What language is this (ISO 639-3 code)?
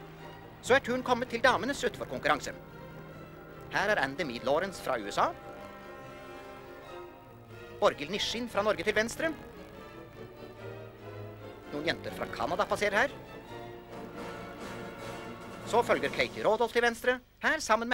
nor